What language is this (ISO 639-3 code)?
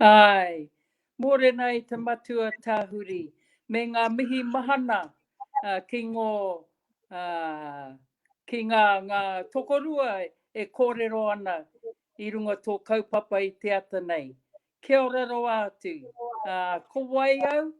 mri